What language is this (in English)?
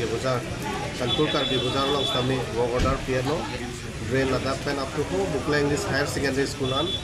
Karbi